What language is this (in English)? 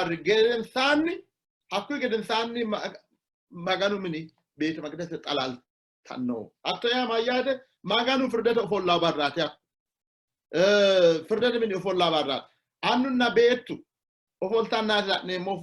Sidamo